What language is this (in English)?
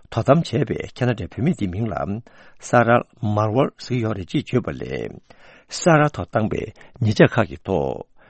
Tibetan